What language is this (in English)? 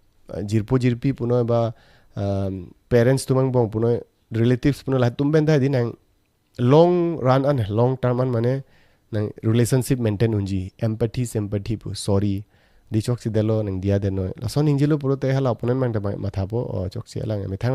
Karbi